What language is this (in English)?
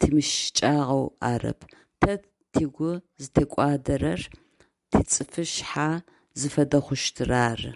Adyghe